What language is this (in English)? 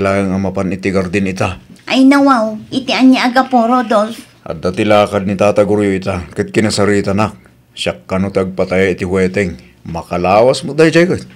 Iloko